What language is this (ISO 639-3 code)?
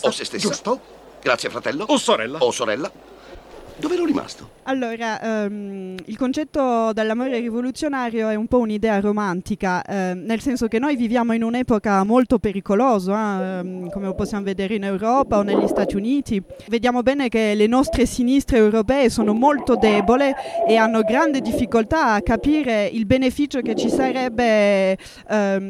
ita